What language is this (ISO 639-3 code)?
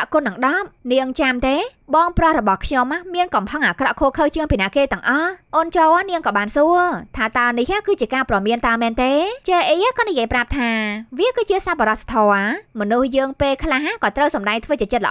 khm